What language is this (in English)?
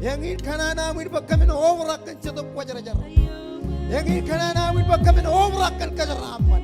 Marshallese